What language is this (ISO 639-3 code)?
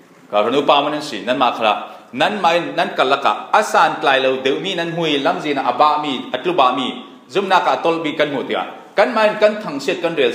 cfm